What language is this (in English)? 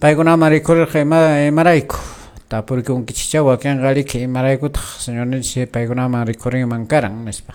Quechua